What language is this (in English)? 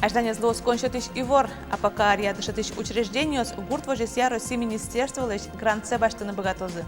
Udmurt